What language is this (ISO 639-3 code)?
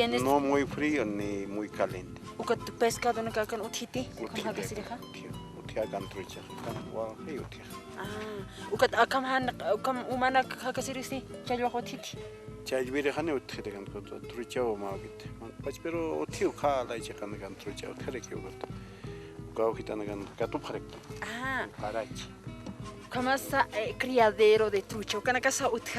aym